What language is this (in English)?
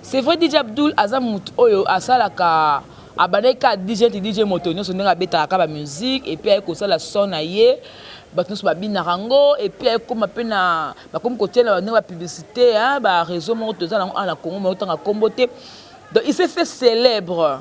Lingala